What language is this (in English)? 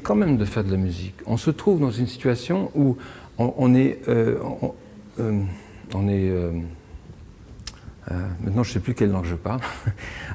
French